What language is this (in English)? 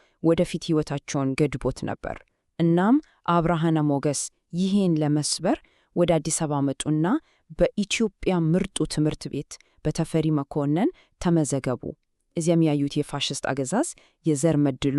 Amharic